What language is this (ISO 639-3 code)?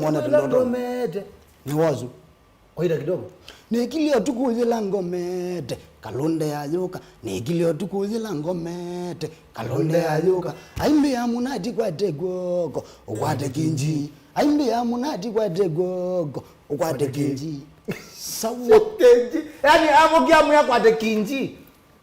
kam